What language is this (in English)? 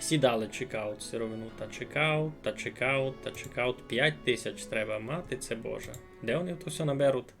Rusyn